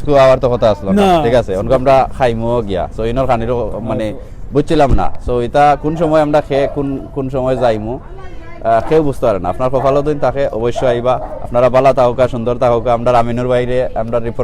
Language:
Sylheti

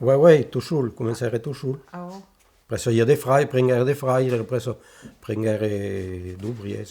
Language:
Occitan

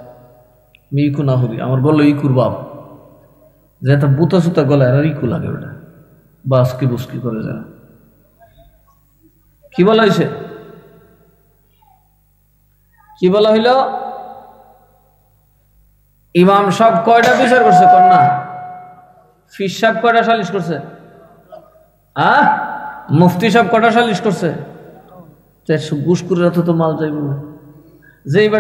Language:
Bangla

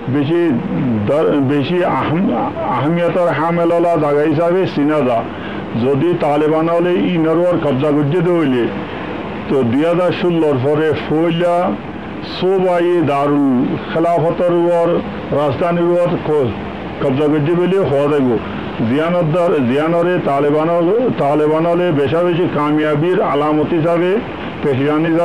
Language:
Rohingya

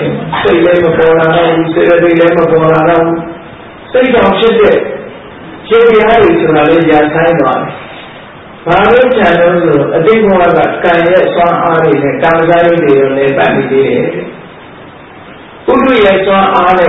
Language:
Burmese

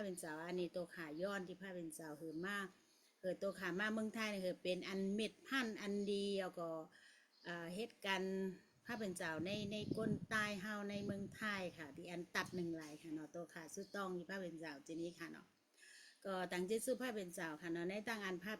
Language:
Shan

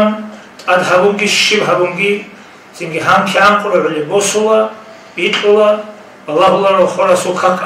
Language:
Avaric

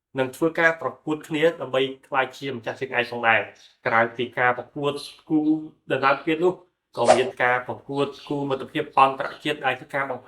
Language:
Khmer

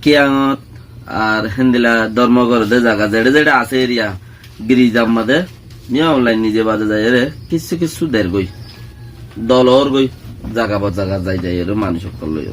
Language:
Rohingya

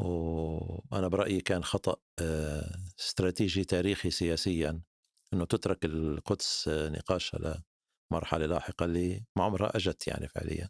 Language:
North Levantine Arabic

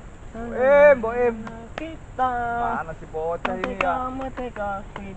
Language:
Betawi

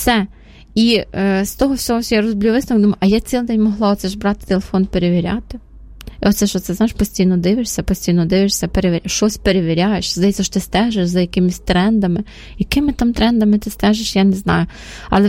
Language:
Ukrainian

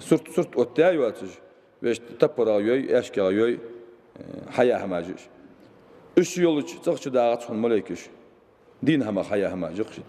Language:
Ingush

